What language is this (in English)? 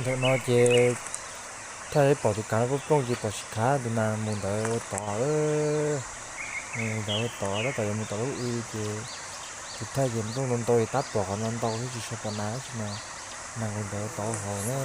Hmong